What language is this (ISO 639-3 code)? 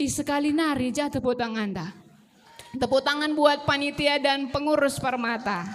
btx